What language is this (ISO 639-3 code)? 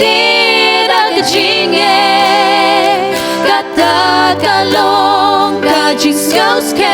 kha